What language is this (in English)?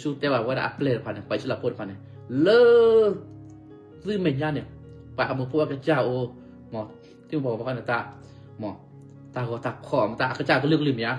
S'gaw Karen